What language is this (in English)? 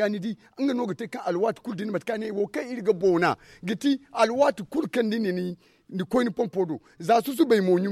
Zarma